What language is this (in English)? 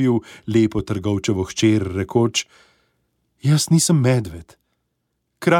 Slovenian